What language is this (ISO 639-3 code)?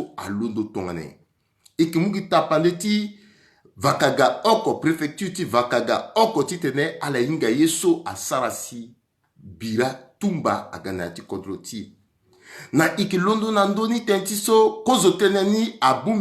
sag